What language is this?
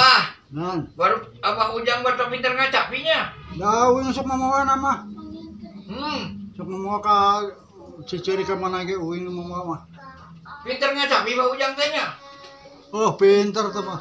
Sundanese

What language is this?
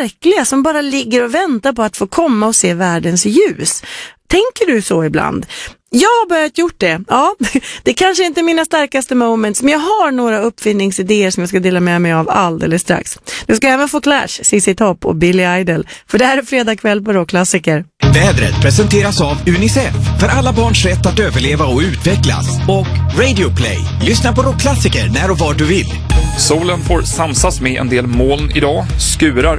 Swedish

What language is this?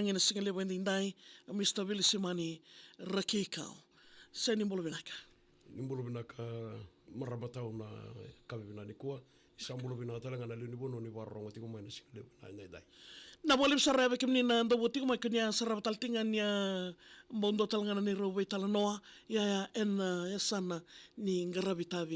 Fijian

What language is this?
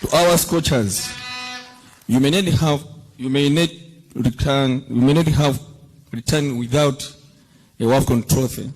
Nyanja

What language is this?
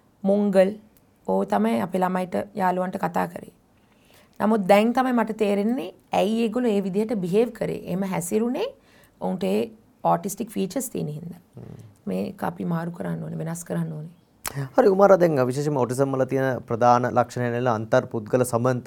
Sinhala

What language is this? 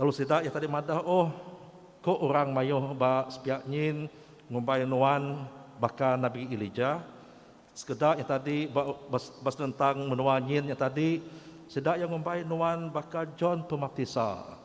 Iban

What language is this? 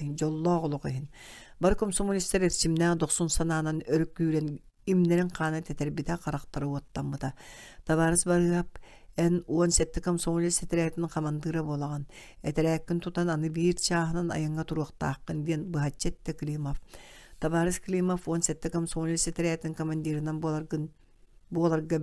Yakut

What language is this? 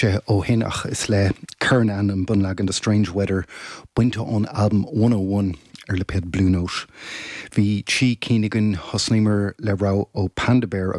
Irish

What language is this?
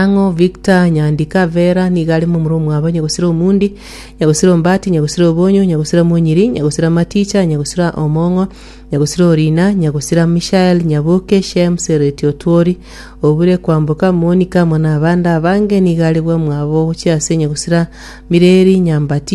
Gusii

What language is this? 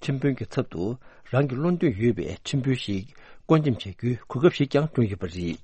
Tibetan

